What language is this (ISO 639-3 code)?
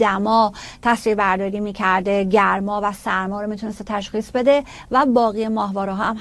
fas